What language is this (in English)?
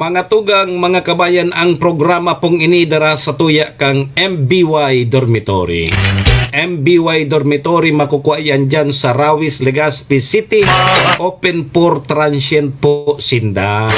Bikol